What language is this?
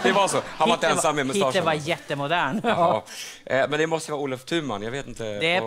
Swedish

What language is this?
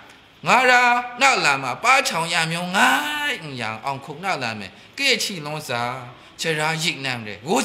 Maru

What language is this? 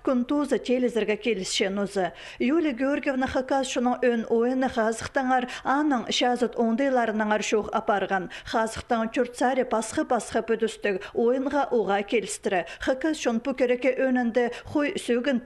Khakas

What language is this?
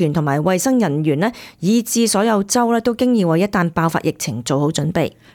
Cantonese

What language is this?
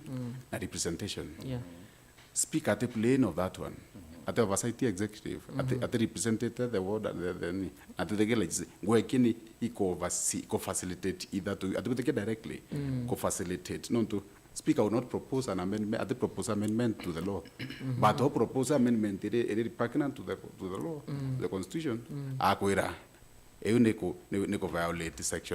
Meru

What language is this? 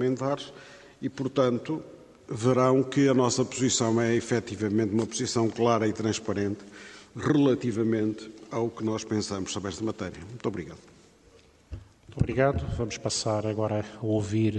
Portuguese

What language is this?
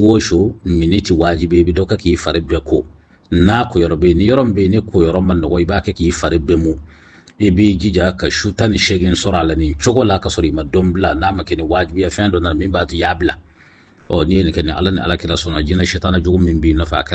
Bambara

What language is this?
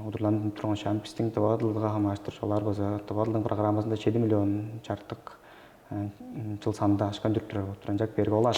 Tuvinian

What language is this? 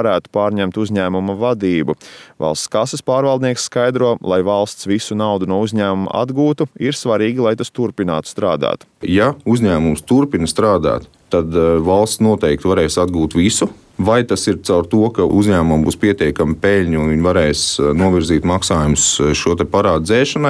Latvian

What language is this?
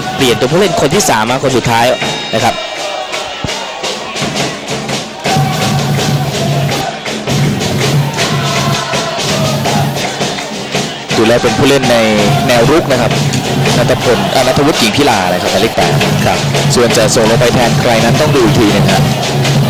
Thai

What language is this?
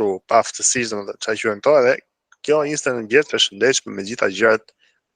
Albanian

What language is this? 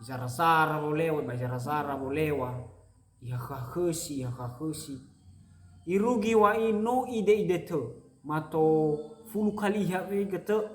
Nias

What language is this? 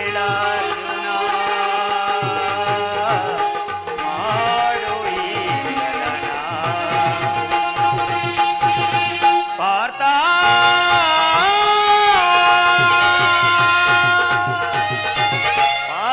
Kannada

